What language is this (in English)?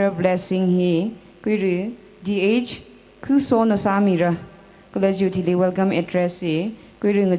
Tangkhul Naga (India)